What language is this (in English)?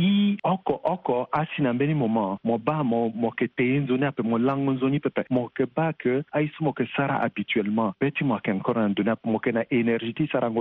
Sango